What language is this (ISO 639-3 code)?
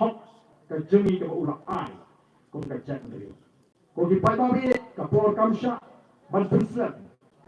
kha